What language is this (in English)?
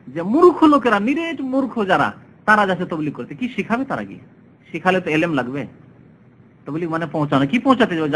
Bangla